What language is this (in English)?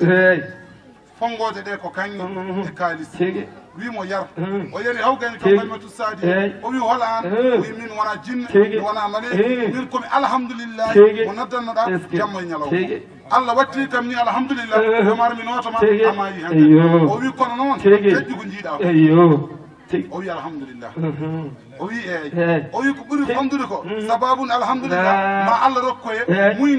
Fula